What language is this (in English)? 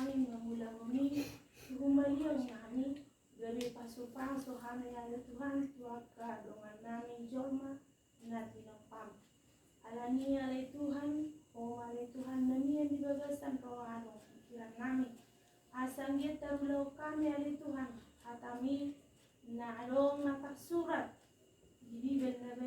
Batak Toba